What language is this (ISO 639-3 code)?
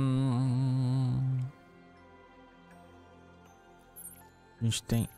por